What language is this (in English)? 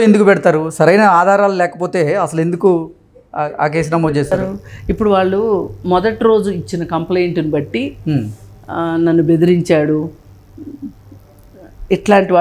Telugu